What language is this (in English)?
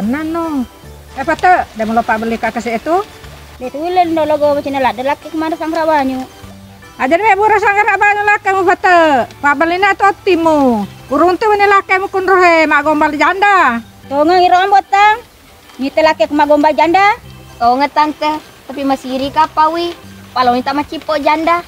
Buginese